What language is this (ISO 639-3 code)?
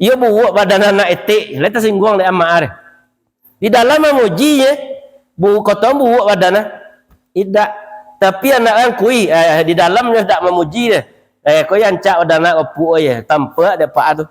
min